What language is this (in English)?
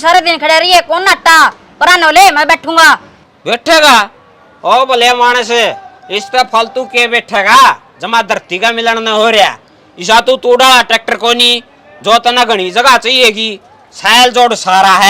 Haryanvi